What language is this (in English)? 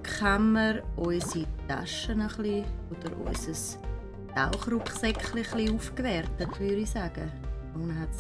Swiss German